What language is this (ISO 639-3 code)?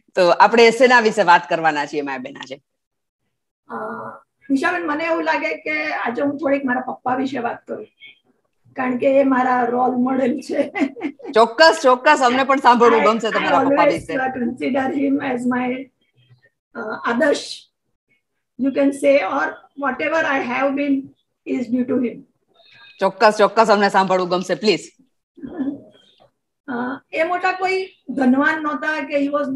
guj